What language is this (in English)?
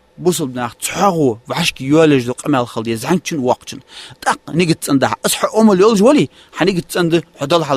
Ingush